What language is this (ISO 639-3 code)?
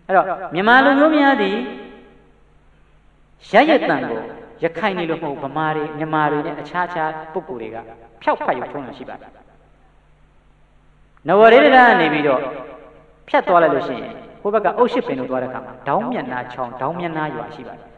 mya